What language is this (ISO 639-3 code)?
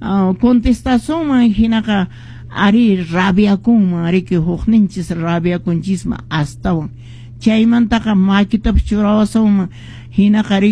que